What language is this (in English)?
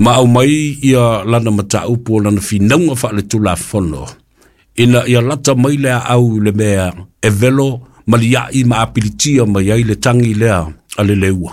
Samoan